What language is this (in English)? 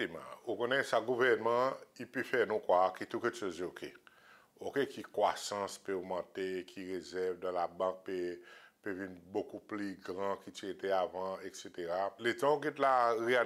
Seselwa Creole French